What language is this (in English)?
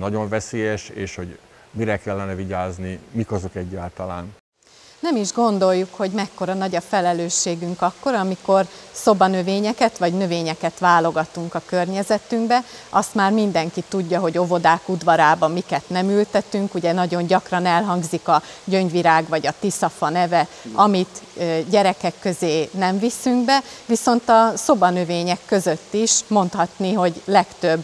Hungarian